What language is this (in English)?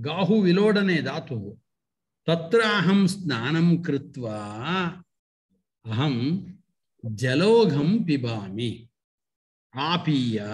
Sanskrit